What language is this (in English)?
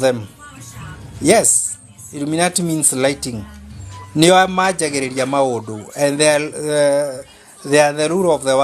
Kikuyu